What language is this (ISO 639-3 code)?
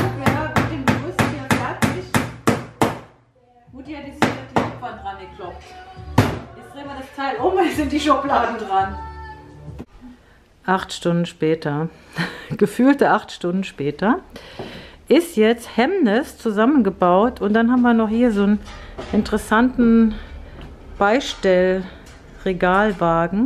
deu